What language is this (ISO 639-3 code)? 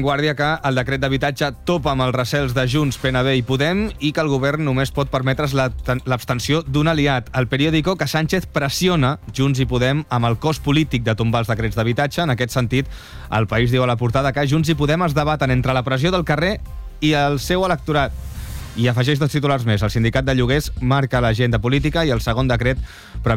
cat